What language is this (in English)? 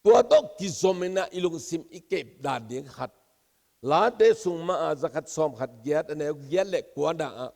Tedim Chin